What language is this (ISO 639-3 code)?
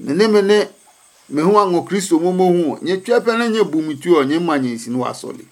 ada